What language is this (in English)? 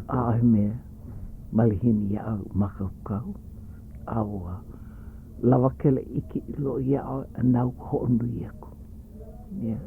Hawaiian